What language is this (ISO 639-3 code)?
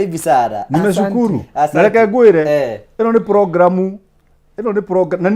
kik